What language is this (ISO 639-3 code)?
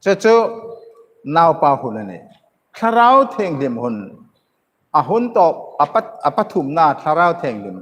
hmr